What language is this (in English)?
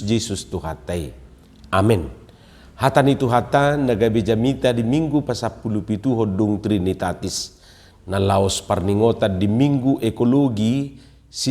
Batak Toba